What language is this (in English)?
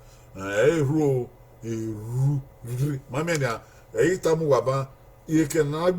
Bini